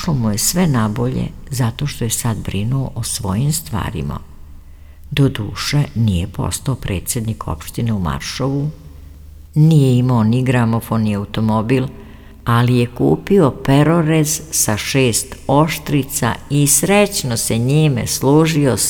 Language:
Serbian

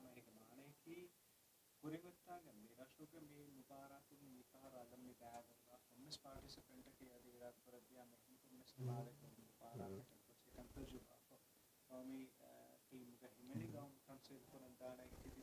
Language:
Divehi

